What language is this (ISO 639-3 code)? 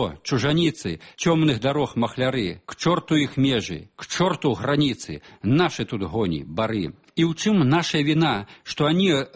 bel